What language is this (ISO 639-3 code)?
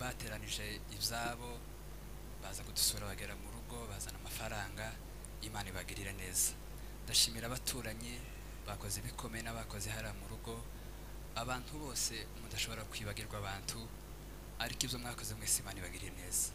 kin